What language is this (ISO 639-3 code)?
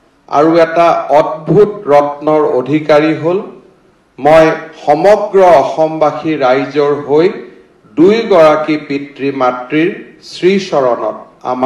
asm